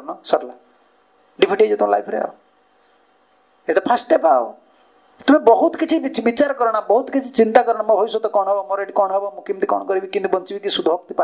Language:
Odia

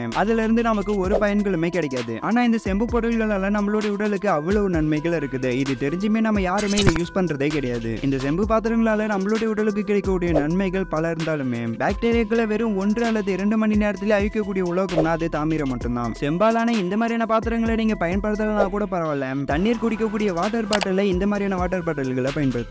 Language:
Tamil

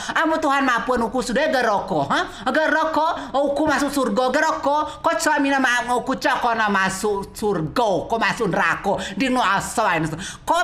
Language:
Rejang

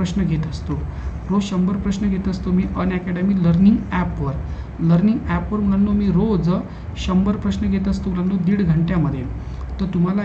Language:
Marathi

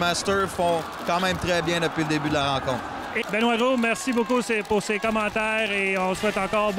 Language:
French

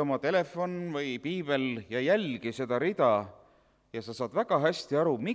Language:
Estonian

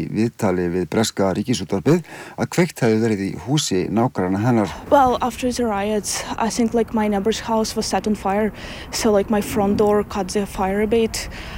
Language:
Icelandic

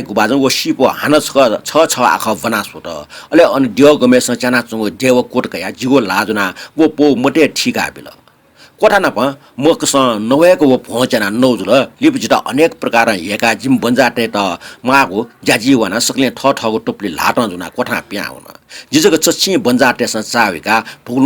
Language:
Newari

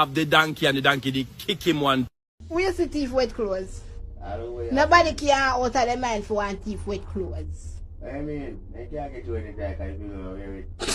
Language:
Jamaican Creole English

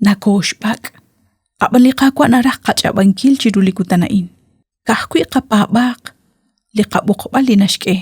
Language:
Kekchí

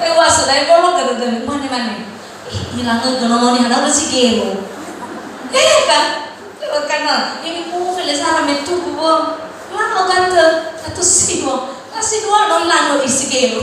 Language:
Nias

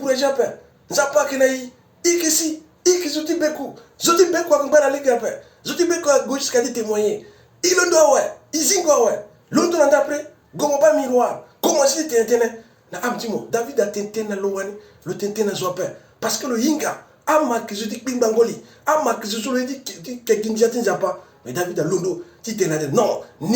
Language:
Sango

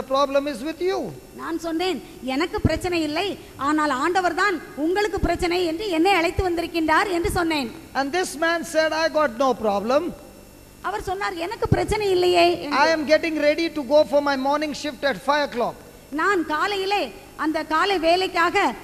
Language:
Tamil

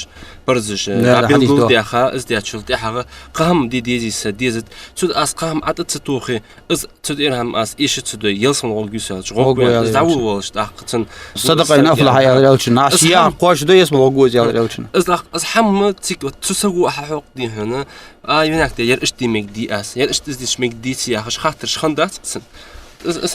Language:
Ingush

